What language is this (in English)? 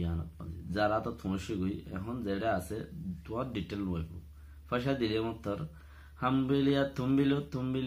Rohingya